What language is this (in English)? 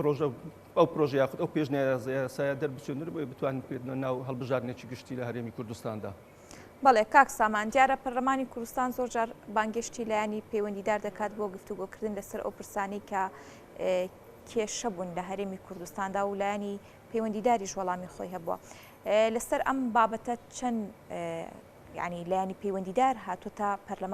Central Kurdish